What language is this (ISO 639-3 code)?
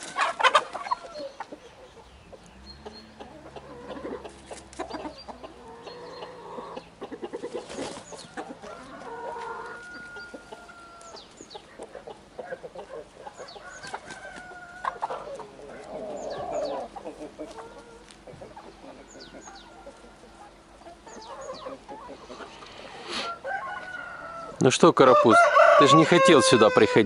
rus